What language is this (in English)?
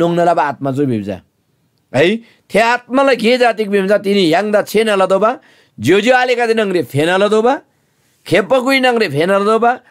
Eastern Tamang